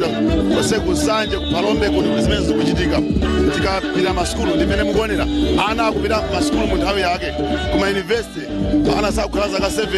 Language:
Nyanja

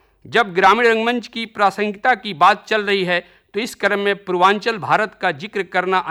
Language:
Hindi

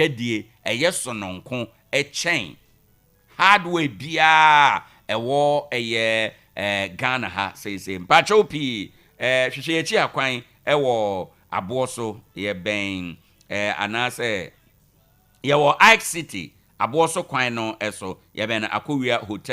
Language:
Akan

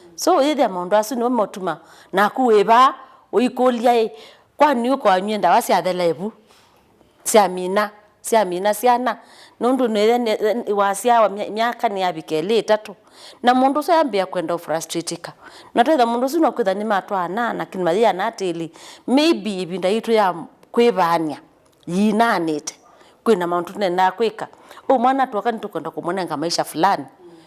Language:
Kamba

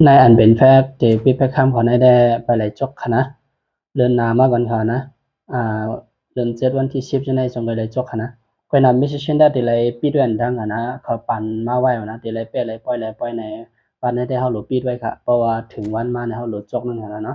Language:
Shan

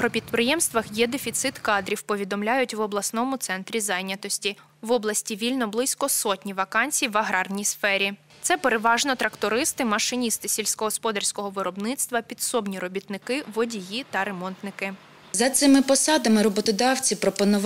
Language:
Ukrainian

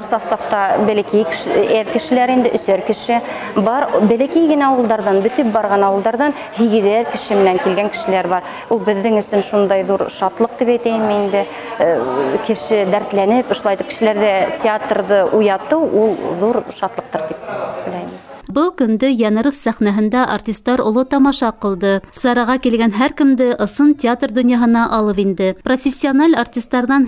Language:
Bashkir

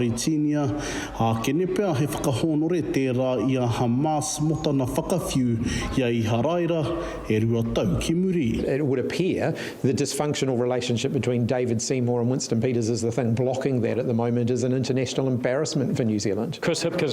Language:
Māori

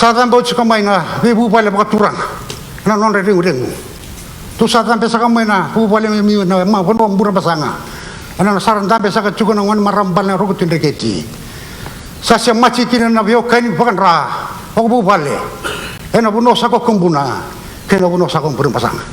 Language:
Fijian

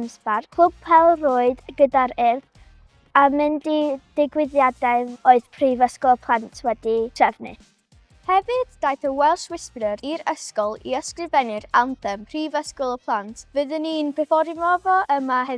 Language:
Welsh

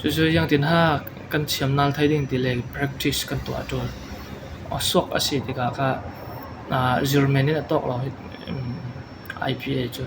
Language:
Falam Chin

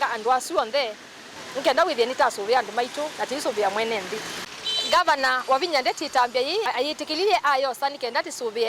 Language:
Kamba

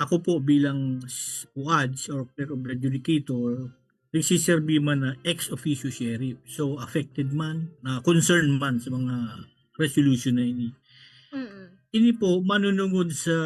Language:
Bikol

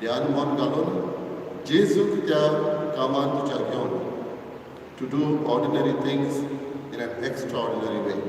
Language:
Konkani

